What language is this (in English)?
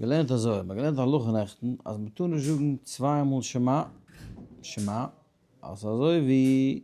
Yiddish